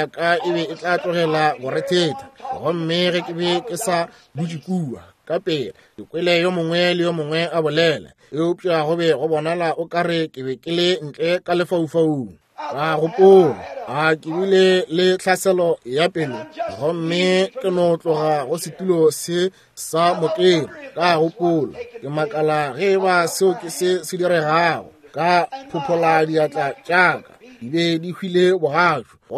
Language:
Northern Sotho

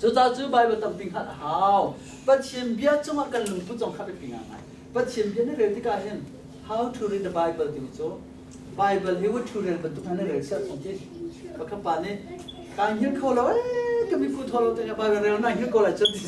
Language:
Hakha Chin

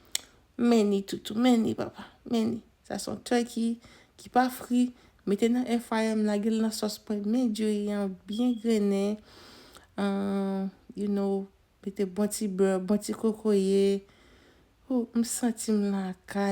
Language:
Haitian Creole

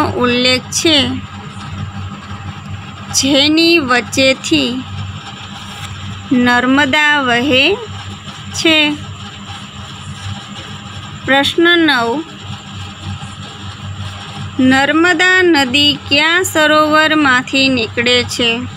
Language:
Gujarati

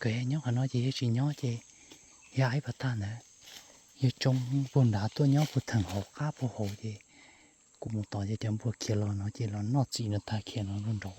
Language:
Hmong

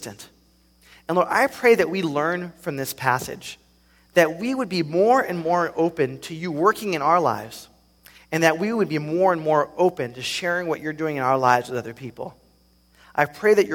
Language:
English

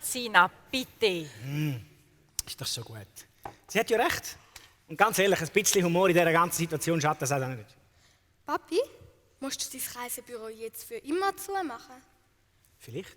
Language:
Swiss German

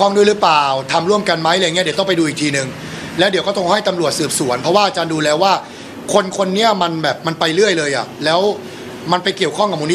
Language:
Thai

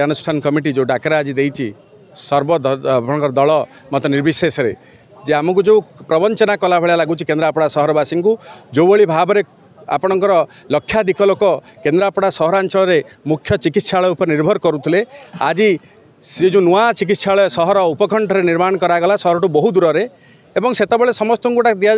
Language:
Odia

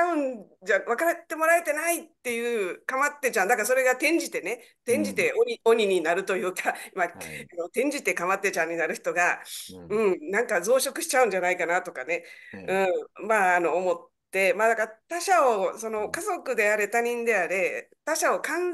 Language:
Japanese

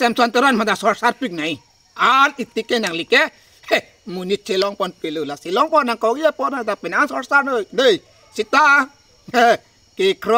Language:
Karbi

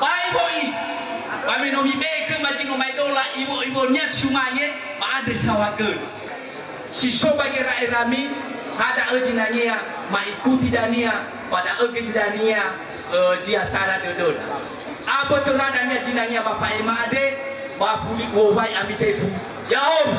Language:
Nias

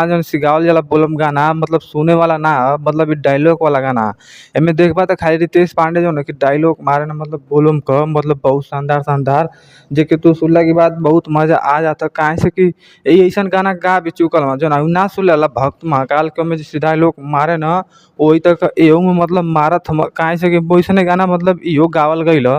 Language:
Bhojpuri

